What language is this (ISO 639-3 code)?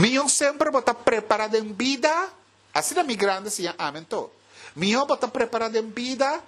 pap